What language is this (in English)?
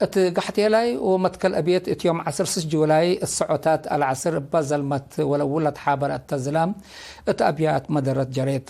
Tigre